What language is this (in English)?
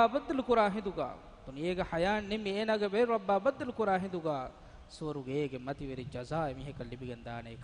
Divehi